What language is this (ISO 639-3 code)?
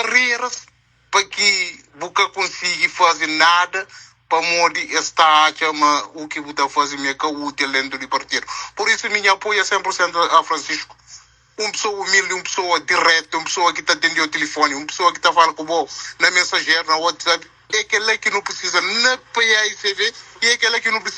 kea